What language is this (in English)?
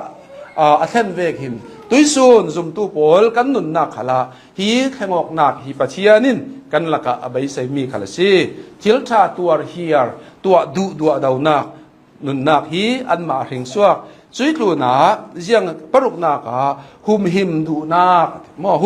Hakha Chin